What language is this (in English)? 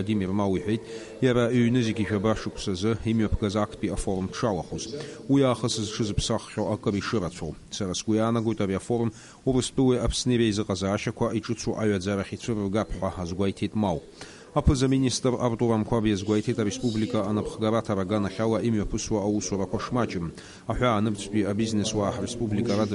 Abkhazian